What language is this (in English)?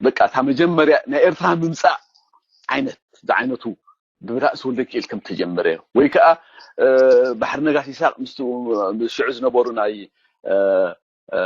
Tigrinya